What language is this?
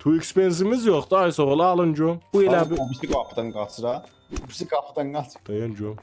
South Azerbaijani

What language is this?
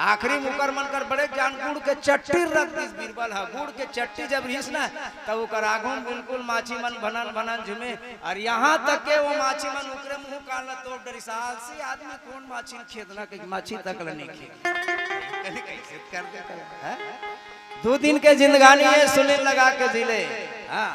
Chhattisgarhi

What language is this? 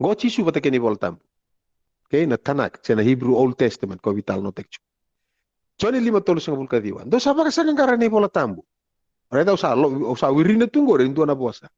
Fijian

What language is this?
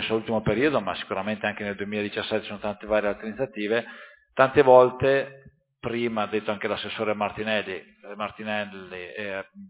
Italian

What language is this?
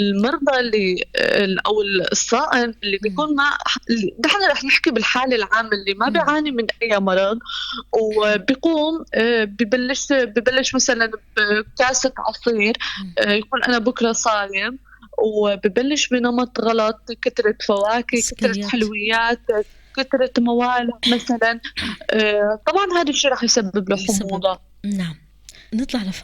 North Levantine Arabic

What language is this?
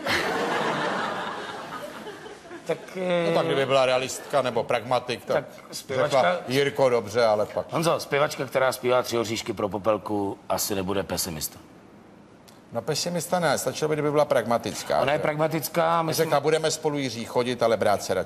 Czech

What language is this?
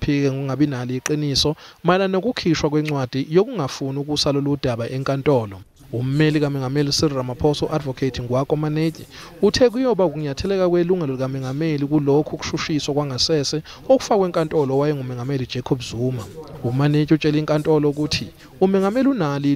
Zulu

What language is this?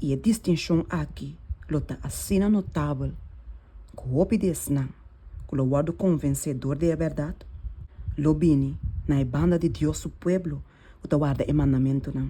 Papiamento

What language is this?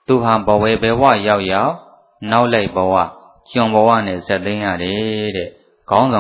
Burmese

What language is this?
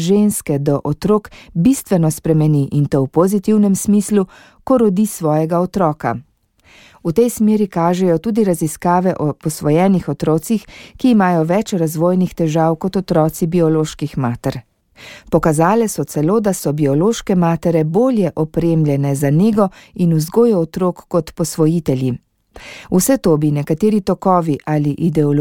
Slovenian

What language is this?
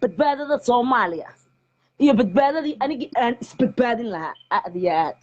Somali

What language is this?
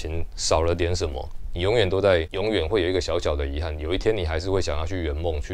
Chinese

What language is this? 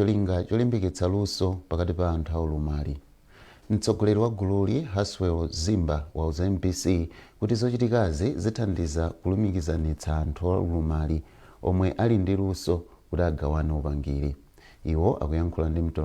Nyanja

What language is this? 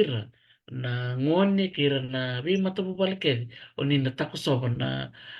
Fijian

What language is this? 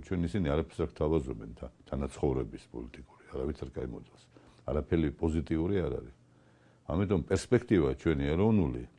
Georgian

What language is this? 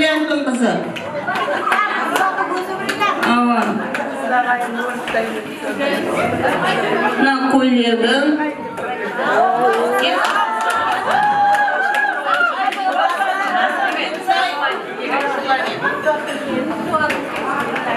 Kara-Kalpak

